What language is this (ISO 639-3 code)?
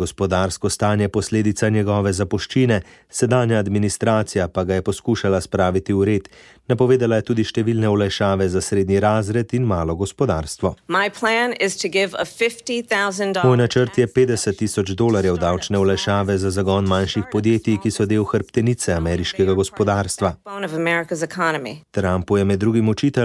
slv